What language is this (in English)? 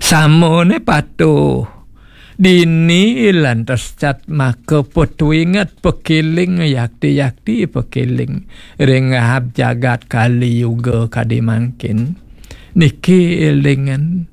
Balinese